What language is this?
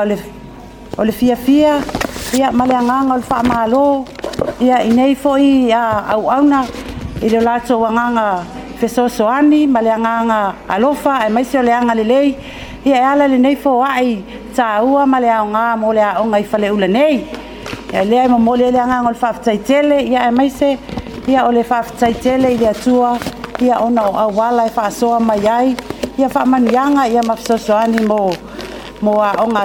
Samoan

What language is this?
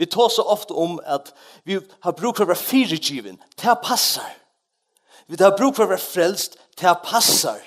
Faroese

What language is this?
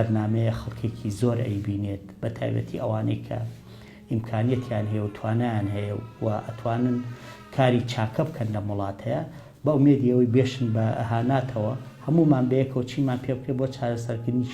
Central Kurdish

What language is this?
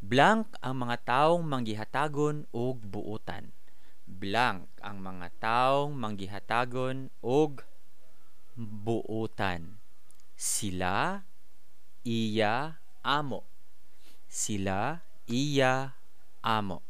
Cebuano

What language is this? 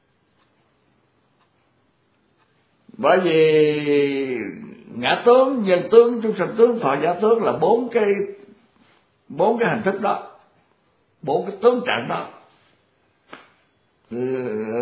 Vietnamese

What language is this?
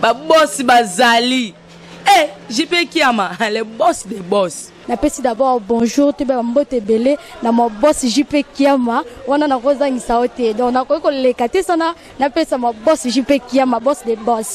Lingala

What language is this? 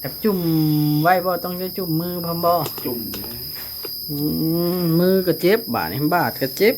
Northeastern Thai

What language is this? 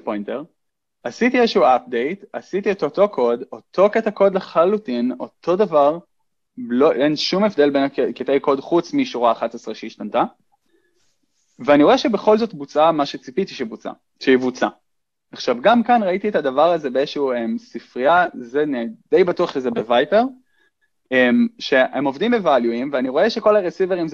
Hebrew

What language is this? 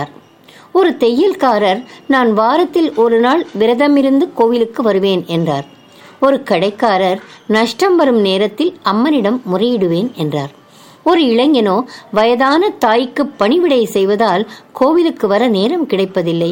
Tamil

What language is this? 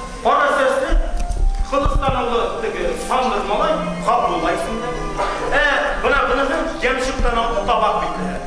Bashkir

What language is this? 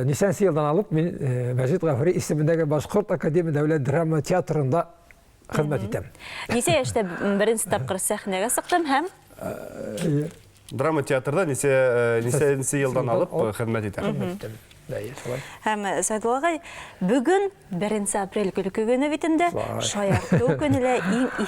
Bashkir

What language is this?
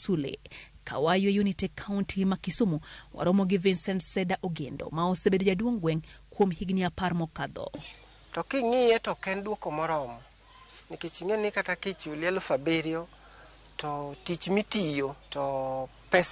Luo (Kenya and Tanzania)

